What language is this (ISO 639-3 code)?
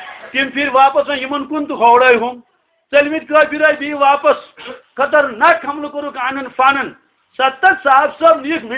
kas